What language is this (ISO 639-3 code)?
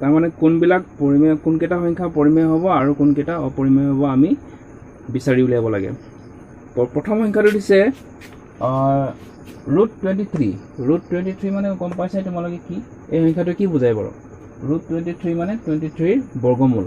asm